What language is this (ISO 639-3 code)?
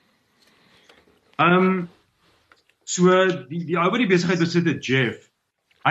afr